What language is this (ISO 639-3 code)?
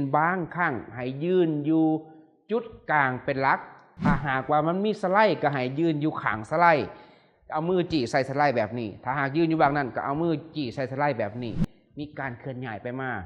lao